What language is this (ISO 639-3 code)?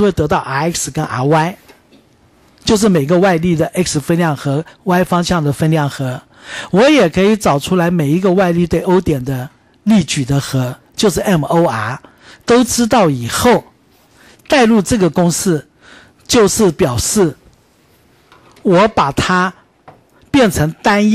zho